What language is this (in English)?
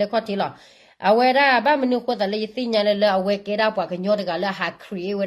S'gaw Karen